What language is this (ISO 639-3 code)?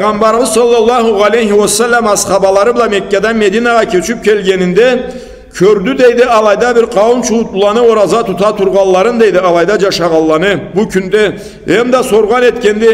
krc